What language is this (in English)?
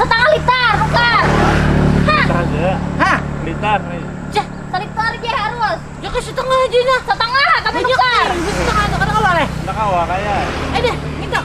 Banjar